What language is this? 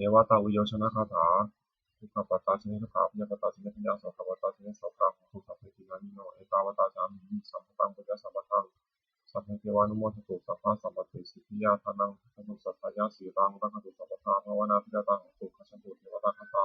Pali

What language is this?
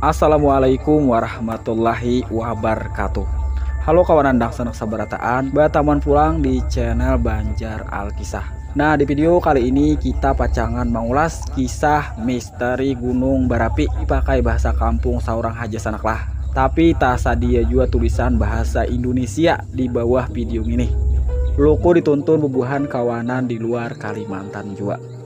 Banjar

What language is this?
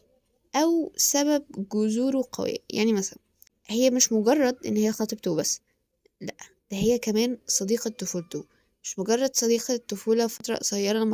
Egyptian Arabic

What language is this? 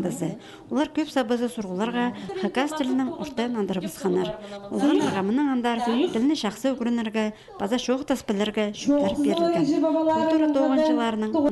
Khakas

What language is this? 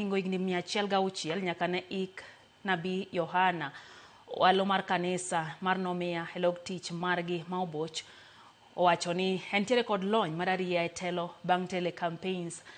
Luo (Kenya and Tanzania)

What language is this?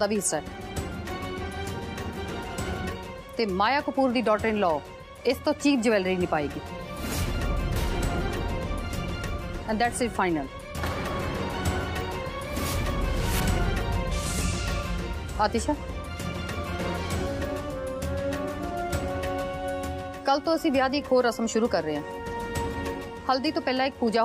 Punjabi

